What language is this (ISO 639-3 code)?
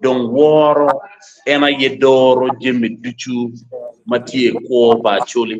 ach